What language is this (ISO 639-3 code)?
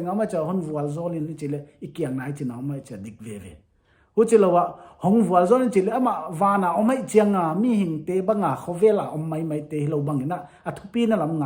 pck